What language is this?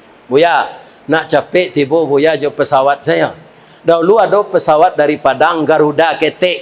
Minangkabau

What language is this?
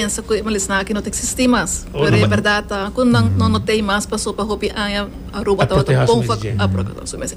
Papiamento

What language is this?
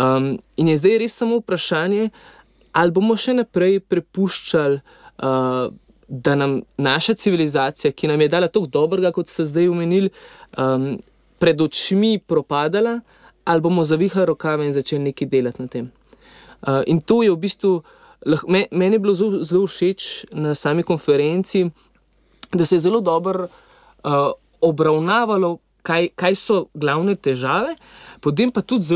Slovenian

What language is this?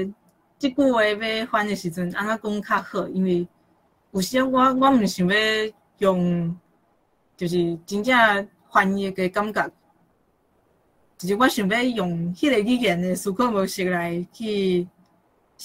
Min Nan Chinese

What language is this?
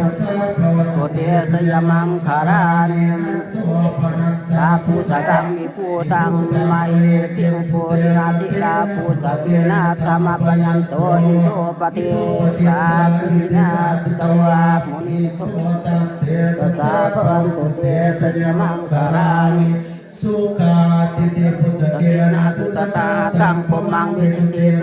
Pali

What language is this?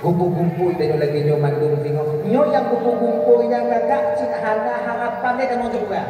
Achinese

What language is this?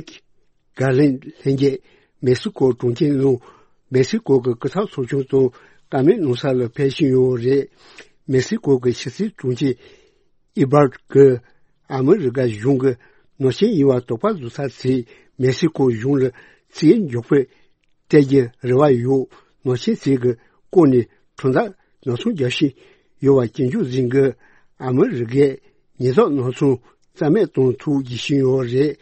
Tibetan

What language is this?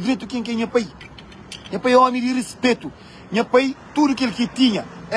Kabuverdianu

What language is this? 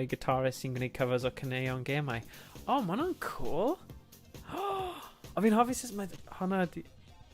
Welsh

